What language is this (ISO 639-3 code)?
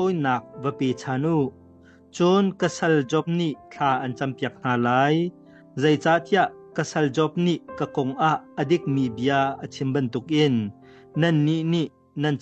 cnh